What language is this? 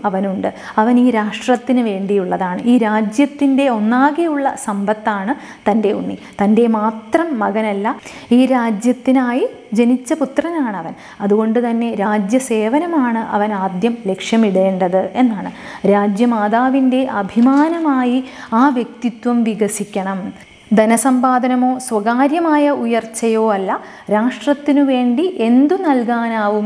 Malayalam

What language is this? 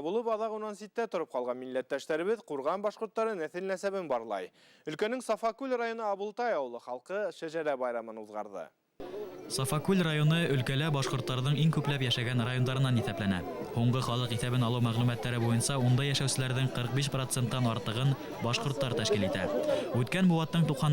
Bashkir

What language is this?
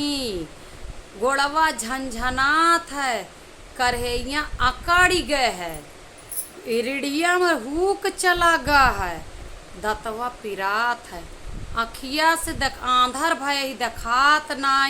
Awadhi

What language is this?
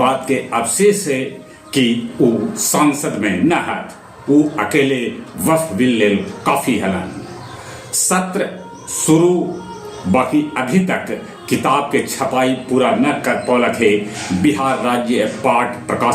Magahi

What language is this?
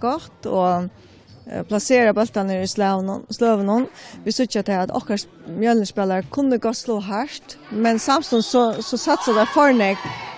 Faroese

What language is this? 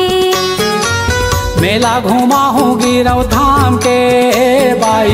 Chhattisgarhi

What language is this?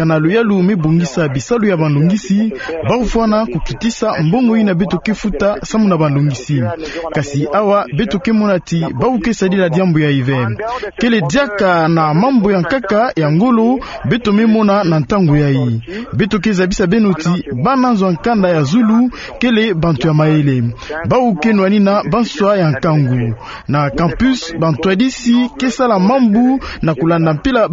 Kituba (Democratic Republic of Congo)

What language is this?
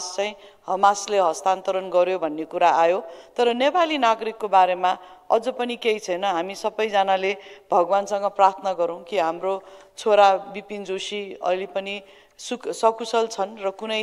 Nepali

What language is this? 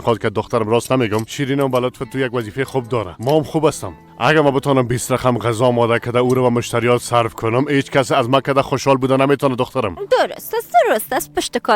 Persian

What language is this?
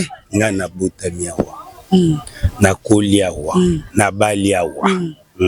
Lingala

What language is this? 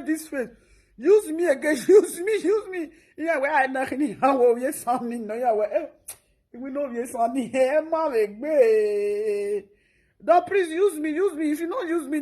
Nigerian Pidgin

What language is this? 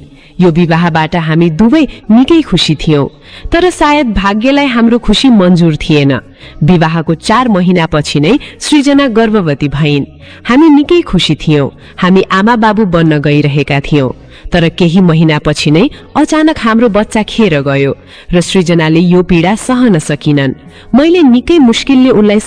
Nepali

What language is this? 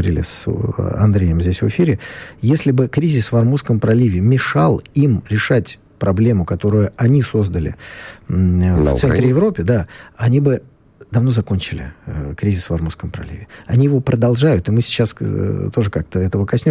Russian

